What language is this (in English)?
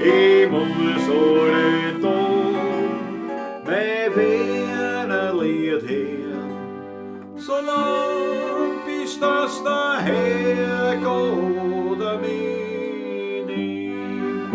Bavarian